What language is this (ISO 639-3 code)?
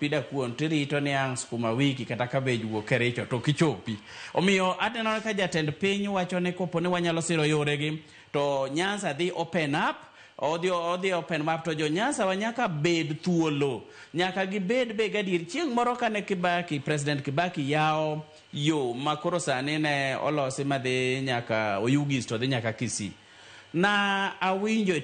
luo